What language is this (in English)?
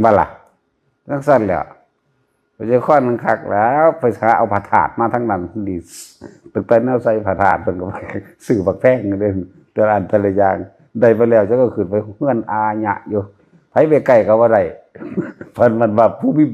Northeastern Thai